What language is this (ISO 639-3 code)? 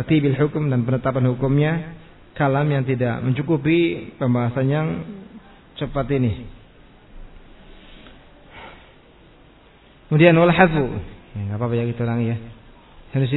ind